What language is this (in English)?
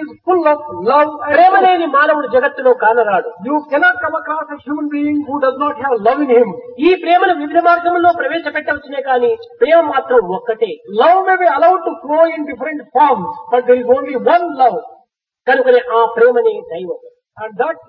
Telugu